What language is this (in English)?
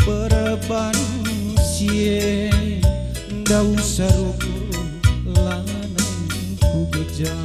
Batak Karo